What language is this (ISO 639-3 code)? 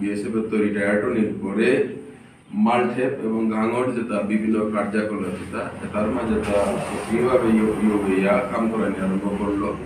bpy